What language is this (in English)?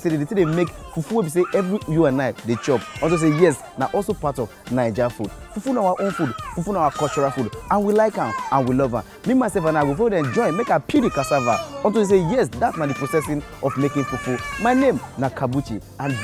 Nigerian Pidgin